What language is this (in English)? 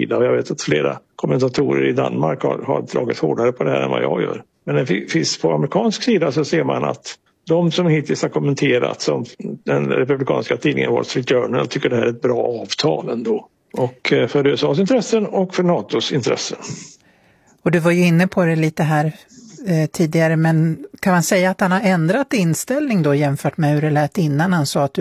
Swedish